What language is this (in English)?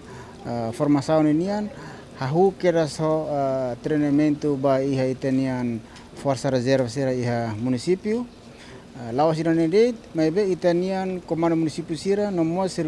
Tetum